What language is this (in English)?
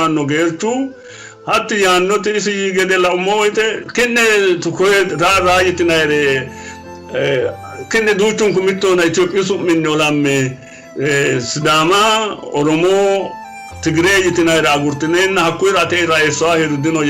Sidamo